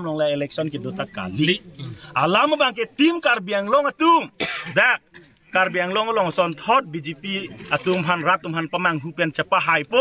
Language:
Karbi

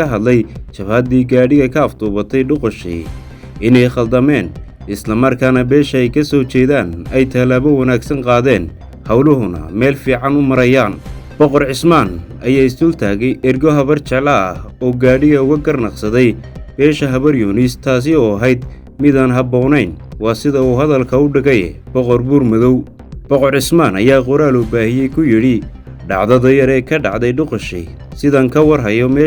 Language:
Somali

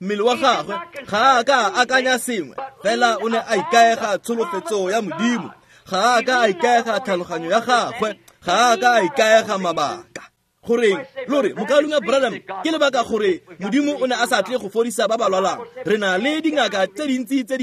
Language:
Tswana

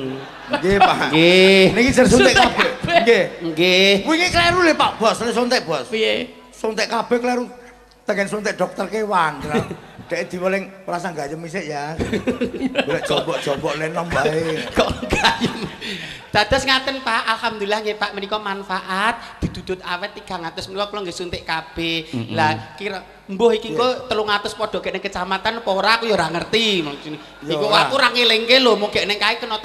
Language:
Javanese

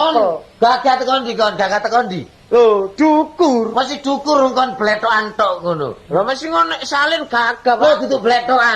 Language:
Javanese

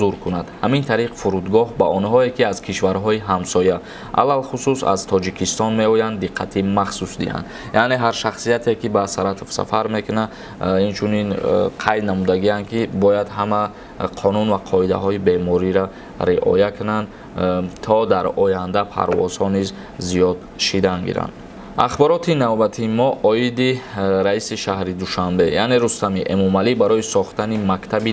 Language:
Tajik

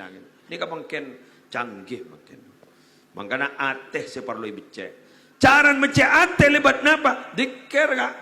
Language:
Madurese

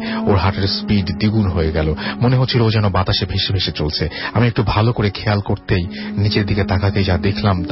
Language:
Bangla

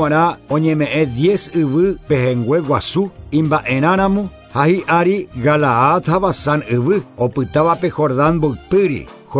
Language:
Guarani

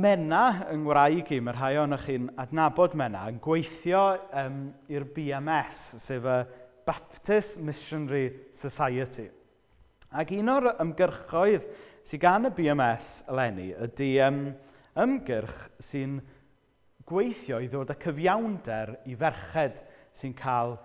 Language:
Welsh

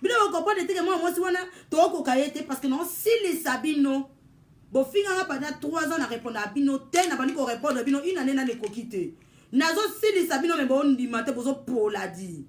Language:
Lingala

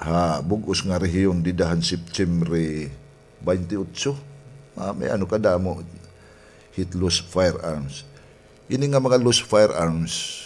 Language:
Waray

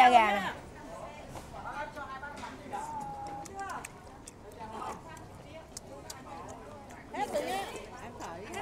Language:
Vietnamese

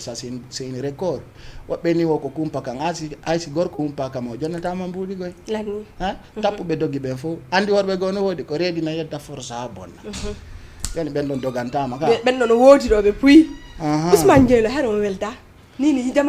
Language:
Fula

